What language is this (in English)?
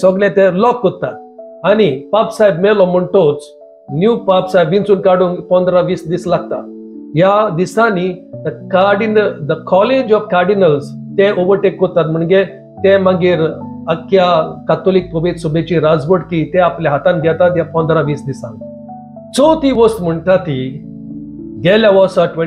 Konkani